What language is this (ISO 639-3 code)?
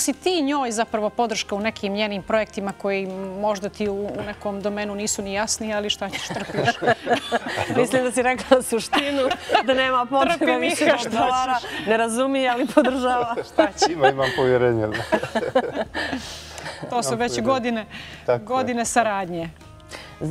bos